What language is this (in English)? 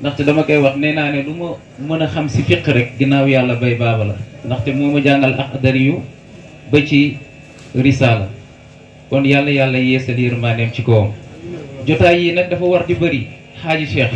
Wolof